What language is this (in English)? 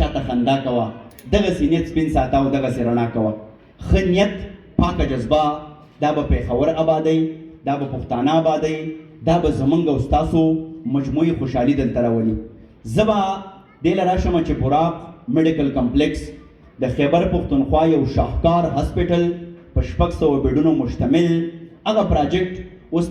Pashto